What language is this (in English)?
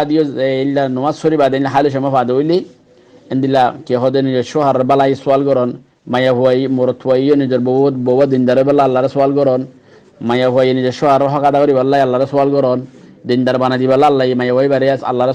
Rohingya